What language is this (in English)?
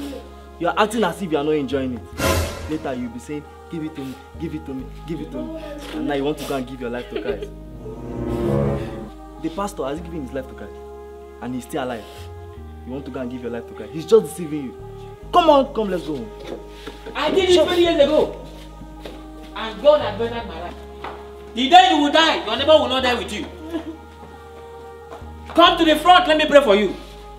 English